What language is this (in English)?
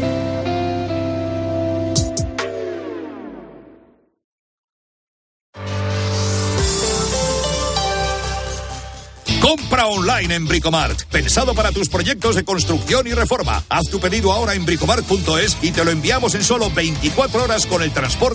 Spanish